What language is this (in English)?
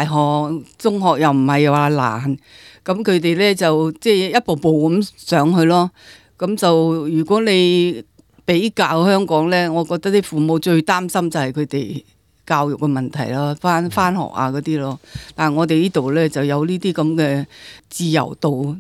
Cantonese